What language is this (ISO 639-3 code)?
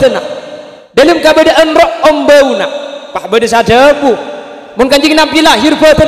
mad